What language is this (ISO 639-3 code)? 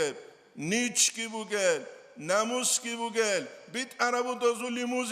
ava